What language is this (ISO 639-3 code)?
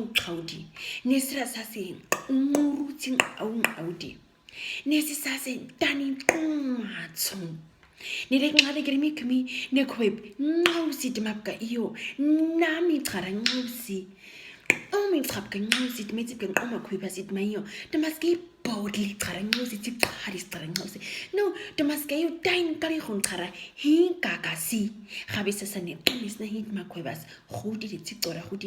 naq